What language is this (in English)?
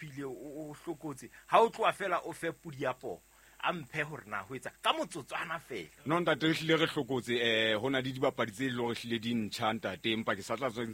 Southern Sotho